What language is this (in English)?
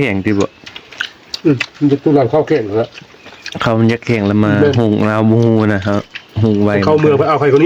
Northeastern Thai